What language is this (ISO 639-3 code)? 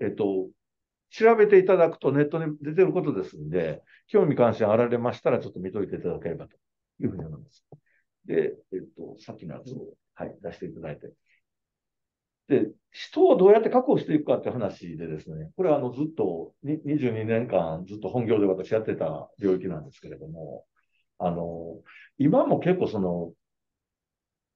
jpn